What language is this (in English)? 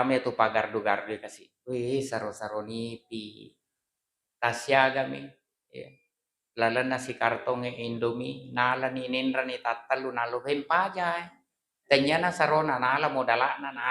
Buginese